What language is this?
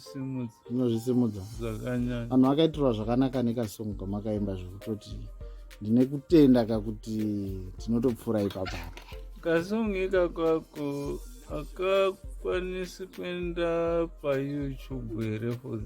Shona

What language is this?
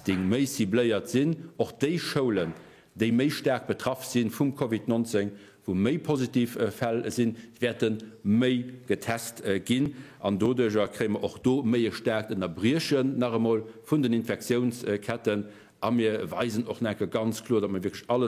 Luxembourgish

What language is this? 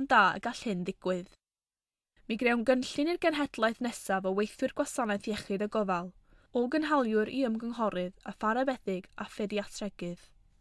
Welsh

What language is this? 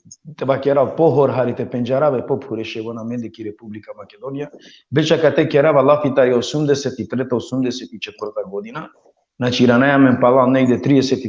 Balkan Romani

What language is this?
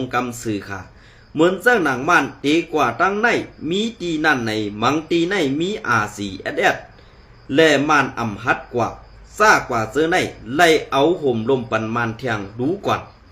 Shan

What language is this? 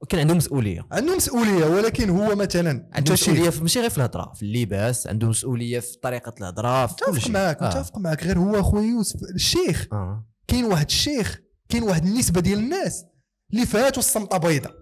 Moroccan Arabic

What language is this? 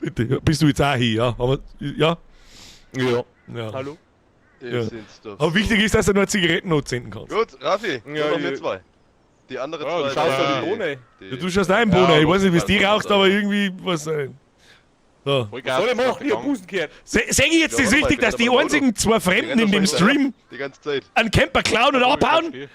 Bavarian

